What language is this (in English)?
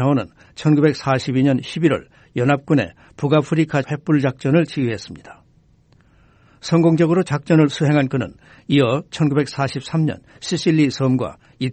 Korean